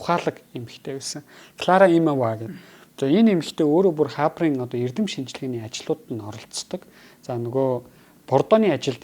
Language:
Mongolian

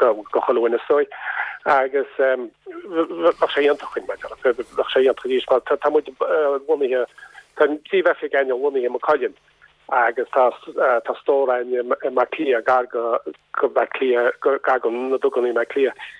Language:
Irish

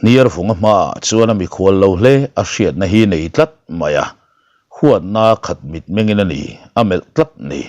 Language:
Mizo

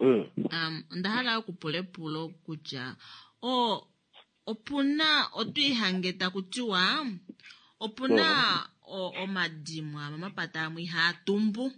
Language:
Kuanyama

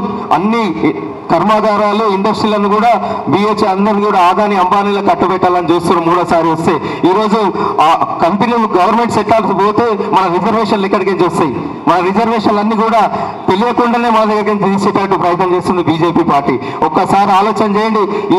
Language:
Telugu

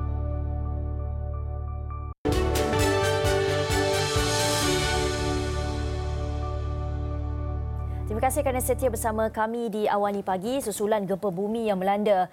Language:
Malay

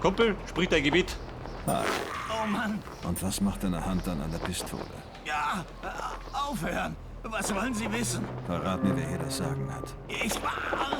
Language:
Bavarian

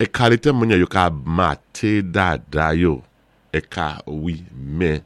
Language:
Saint Lucian Creole French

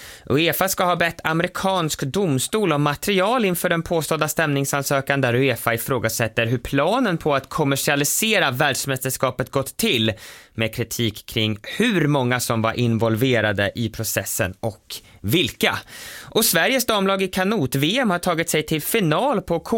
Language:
Swedish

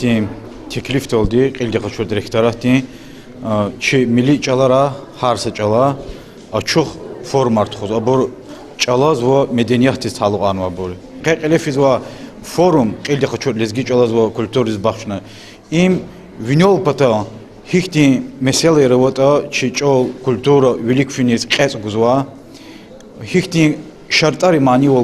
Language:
Lezghian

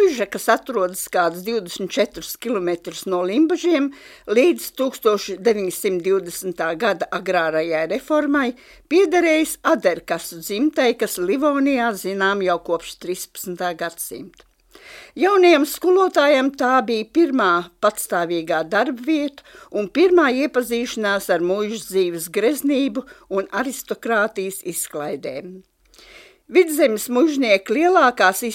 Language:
Latvian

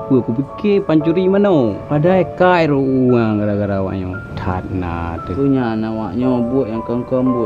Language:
Achinese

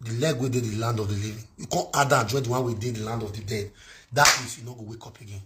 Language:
Nigerian Pidgin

